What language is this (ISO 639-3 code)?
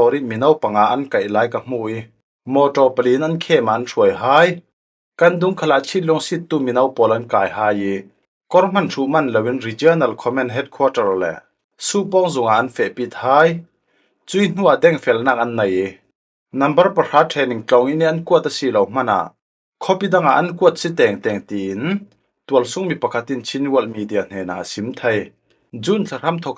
cfm